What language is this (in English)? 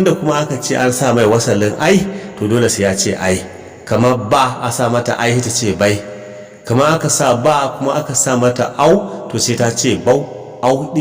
Hausa